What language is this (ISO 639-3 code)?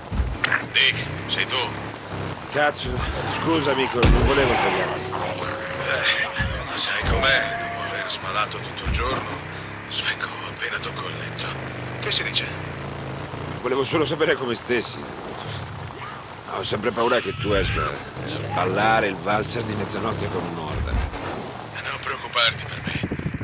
ita